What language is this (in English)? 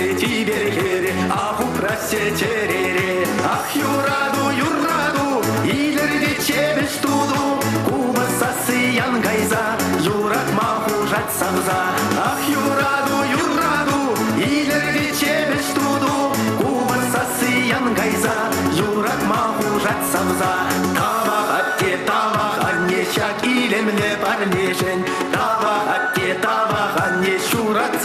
Chuvash